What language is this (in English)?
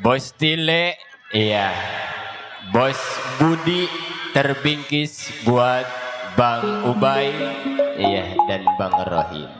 Betawi